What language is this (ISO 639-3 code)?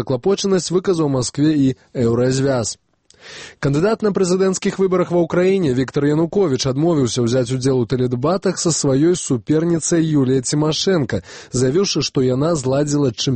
bel